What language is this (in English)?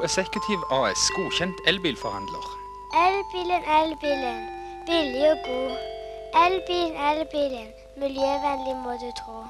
Norwegian